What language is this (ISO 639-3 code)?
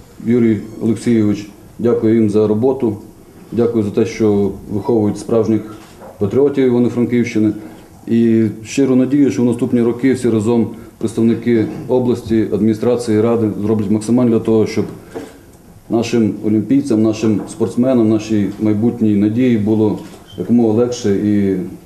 ukr